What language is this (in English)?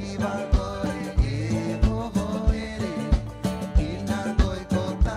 Rapanui